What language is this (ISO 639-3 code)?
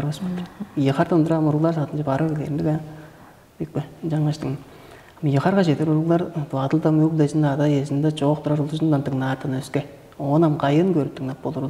tyv